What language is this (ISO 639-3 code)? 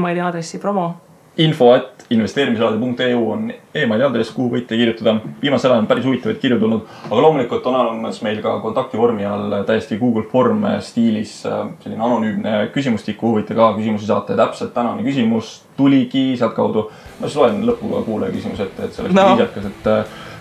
est